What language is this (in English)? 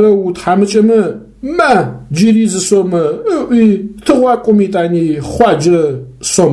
Adyghe